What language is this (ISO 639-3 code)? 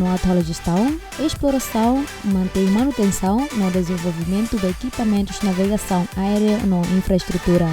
tet